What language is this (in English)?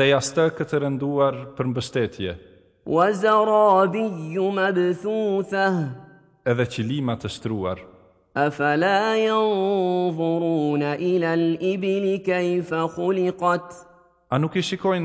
Albanian